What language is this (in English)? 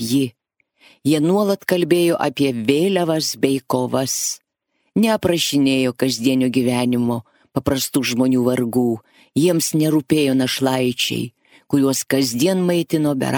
Lithuanian